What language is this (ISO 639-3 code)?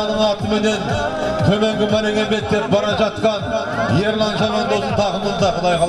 kaz